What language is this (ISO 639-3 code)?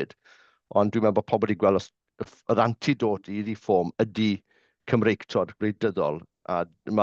cym